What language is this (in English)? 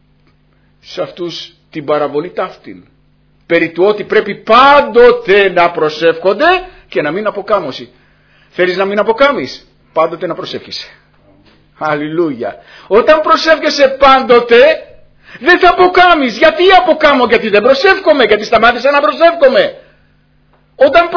Greek